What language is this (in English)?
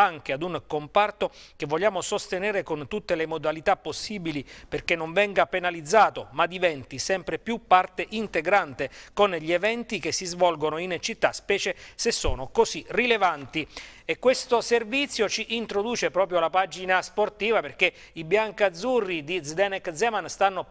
Italian